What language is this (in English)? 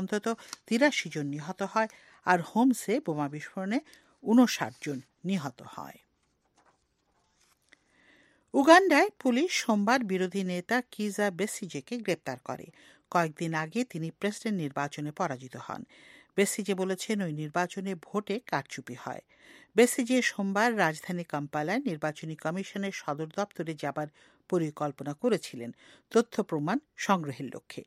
Bangla